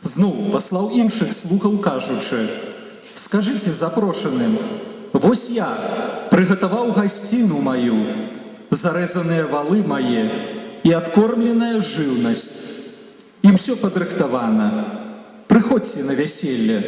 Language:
Belarusian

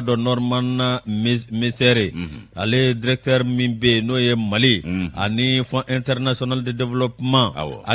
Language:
Bambara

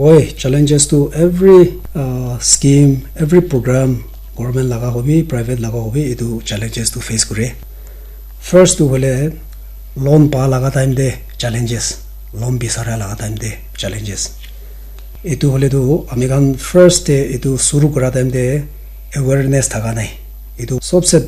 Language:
Naga Pidgin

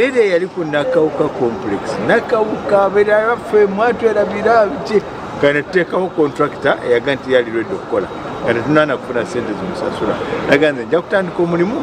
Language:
Ganda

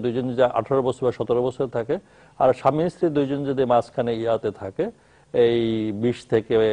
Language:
Bangla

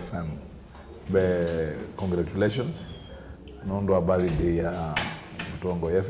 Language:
Kamba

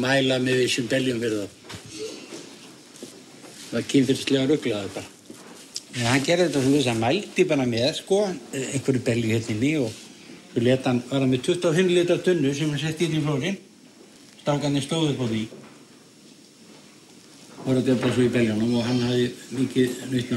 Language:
Icelandic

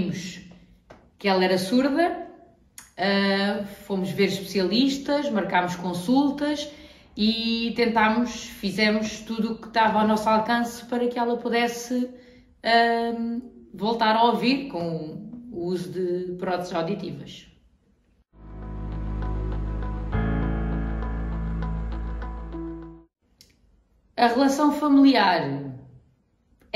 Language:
Portuguese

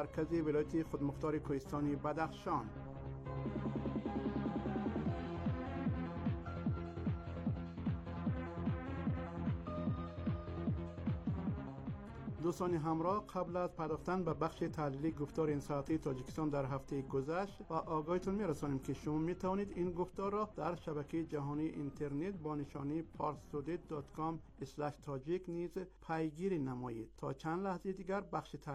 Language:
Persian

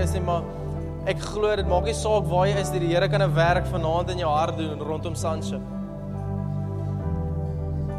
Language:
Afrikaans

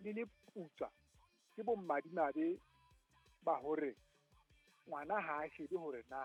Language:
Southern Sotho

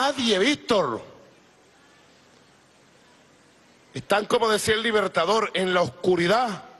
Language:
Spanish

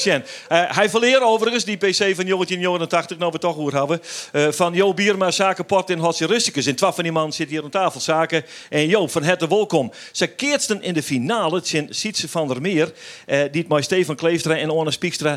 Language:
Western Frisian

